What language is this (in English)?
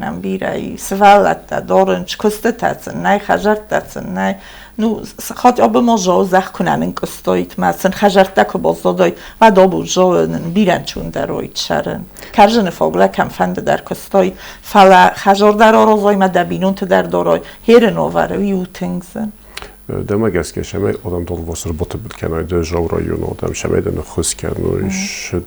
Ossetic